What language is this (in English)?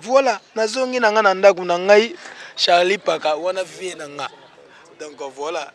Lingala